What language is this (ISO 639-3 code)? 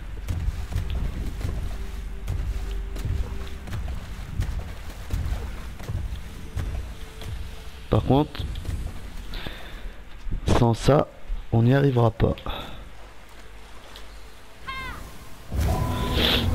fra